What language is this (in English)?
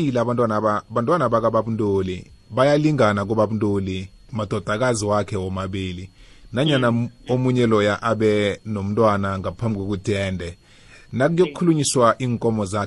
South Ndebele